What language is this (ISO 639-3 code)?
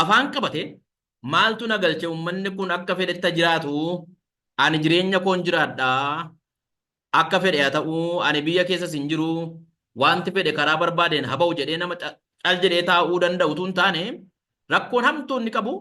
orm